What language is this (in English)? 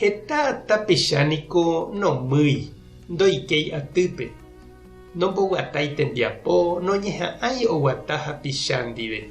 Guarani